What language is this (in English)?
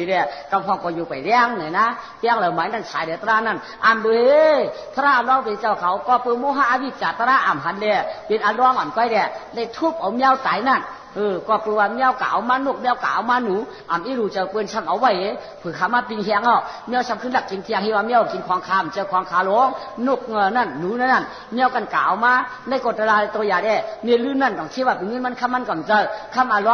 Shan